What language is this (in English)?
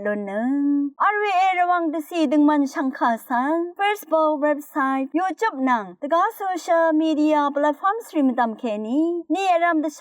Rawang